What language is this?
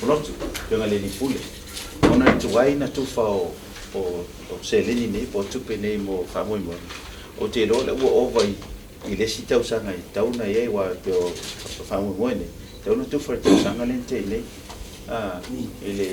Samoan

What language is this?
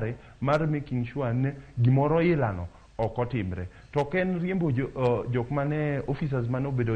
Luo (Kenya and Tanzania)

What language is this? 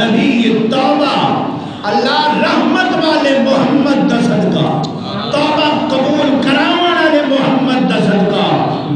Saraiki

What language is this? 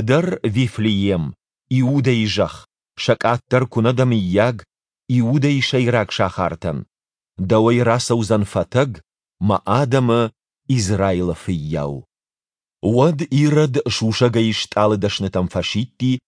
Ossetic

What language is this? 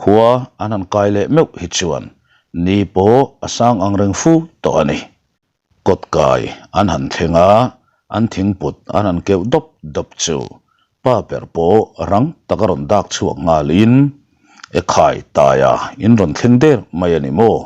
Mizo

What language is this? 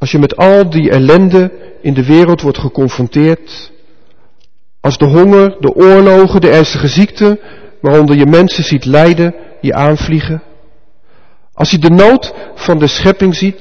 Dutch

